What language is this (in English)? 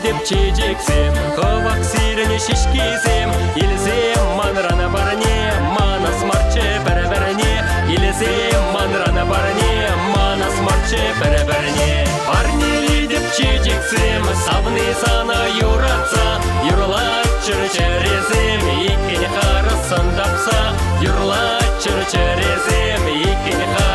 Chuvash